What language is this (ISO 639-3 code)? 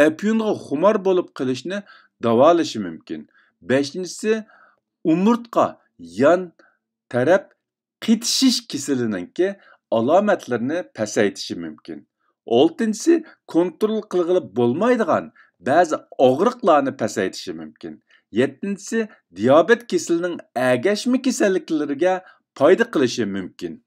uig